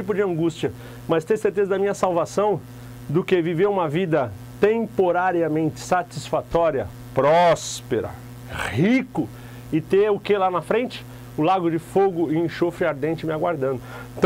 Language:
Portuguese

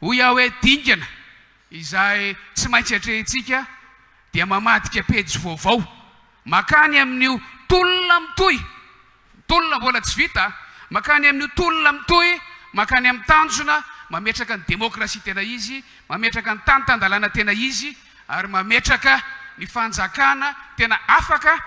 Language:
Malagasy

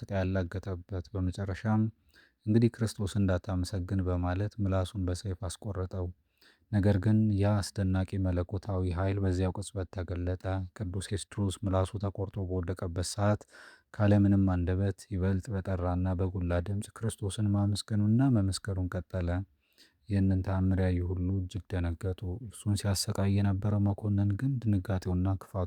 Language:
Amharic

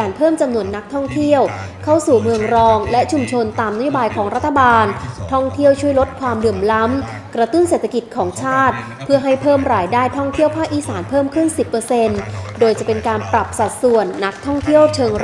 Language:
Thai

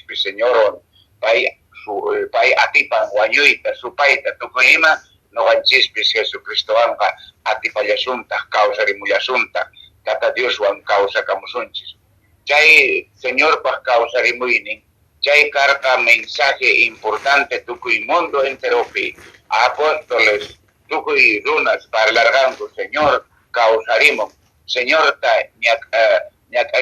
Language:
Quechua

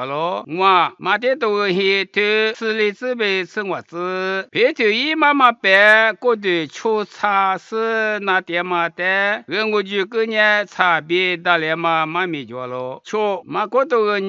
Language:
Lisu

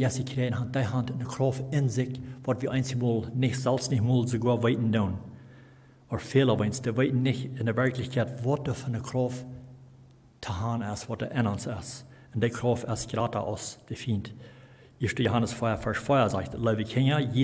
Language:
Plautdietsch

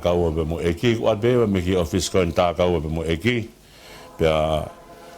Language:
Tongan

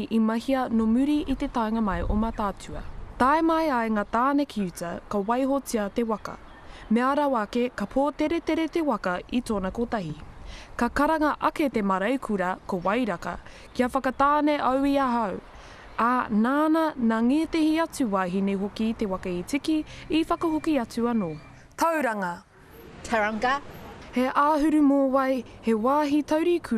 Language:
Māori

